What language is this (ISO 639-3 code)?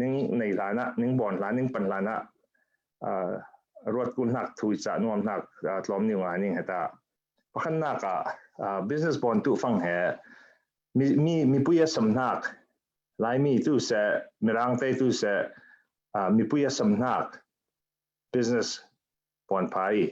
cfm